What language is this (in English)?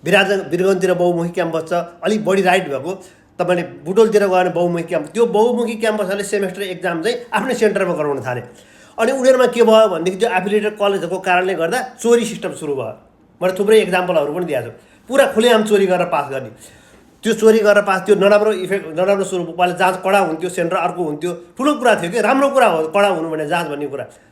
Nepali